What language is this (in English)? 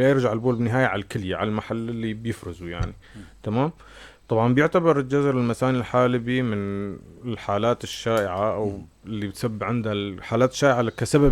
North Levantine Arabic